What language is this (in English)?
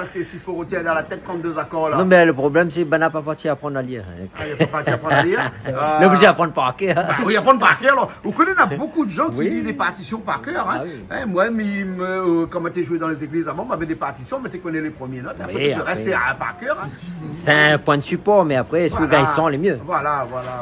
Réunion Creole French